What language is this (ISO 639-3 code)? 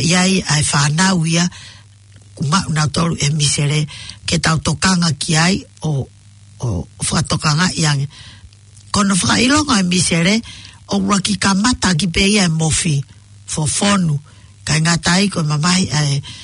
ton